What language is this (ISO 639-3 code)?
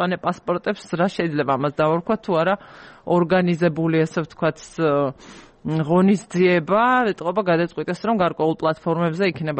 kat